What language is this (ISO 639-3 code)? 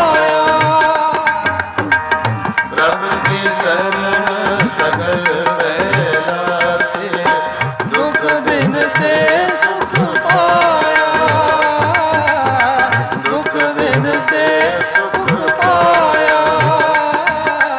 pan